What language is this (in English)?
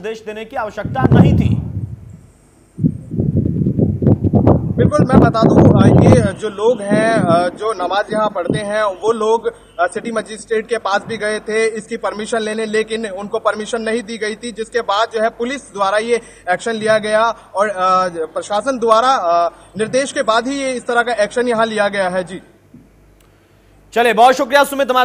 Hindi